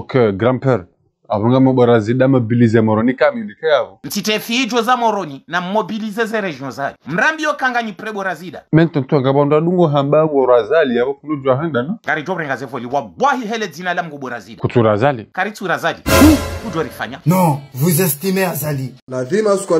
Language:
Ngazidja Comorian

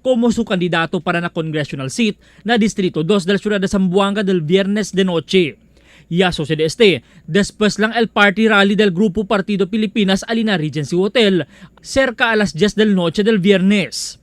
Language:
Chavacano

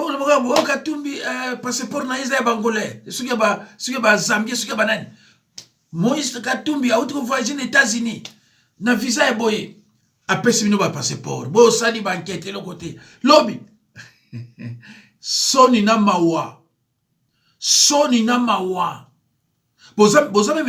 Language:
Lingala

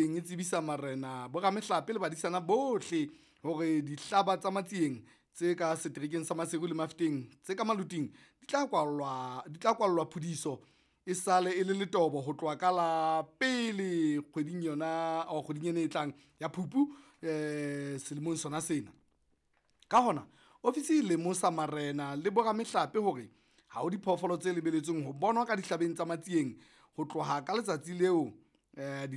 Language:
Southern Sotho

